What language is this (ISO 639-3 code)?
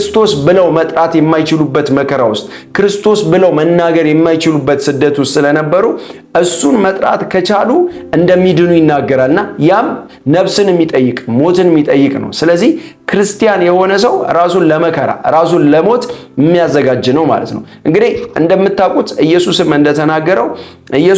amh